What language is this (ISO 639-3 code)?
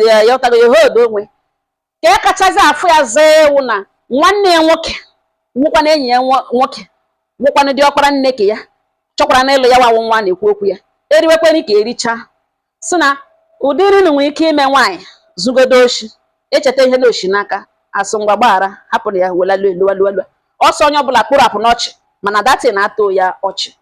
ibo